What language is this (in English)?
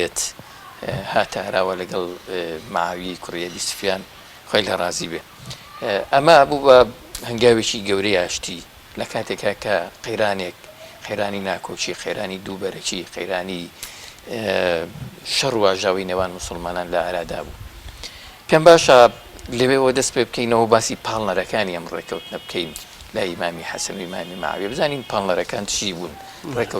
Central Kurdish